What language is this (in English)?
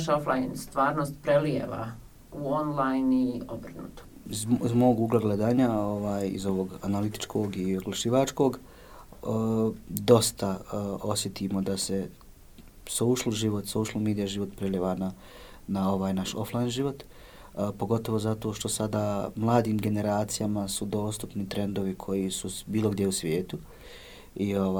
Bosnian